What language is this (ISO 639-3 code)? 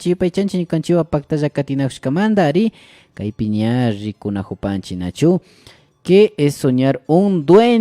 qvi